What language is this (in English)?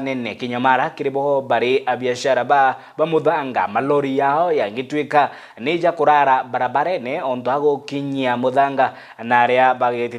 Meru